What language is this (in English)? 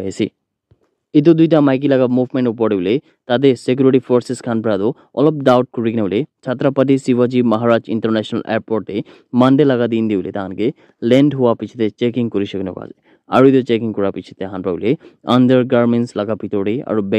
Naga Pidgin